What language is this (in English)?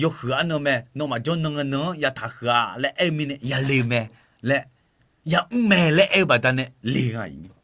Akha